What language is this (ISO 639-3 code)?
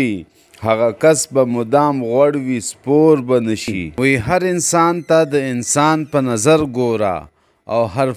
pus